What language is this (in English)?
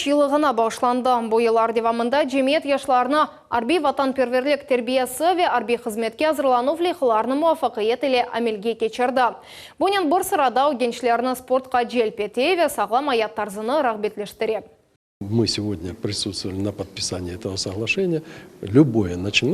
Crimean Tatar